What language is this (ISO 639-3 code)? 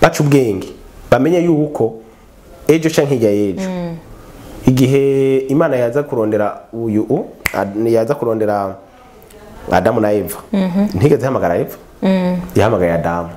run